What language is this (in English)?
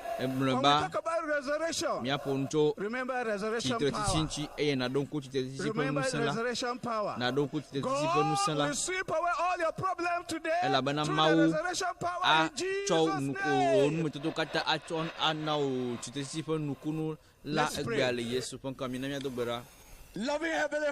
Ewe